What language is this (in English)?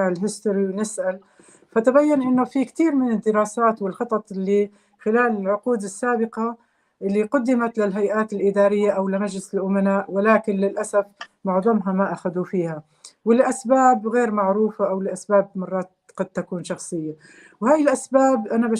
North Levantine Arabic